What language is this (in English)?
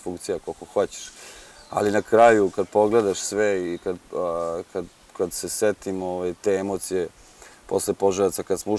Serbian